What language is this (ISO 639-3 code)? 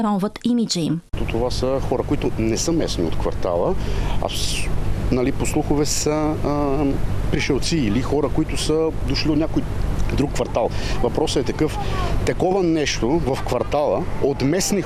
bul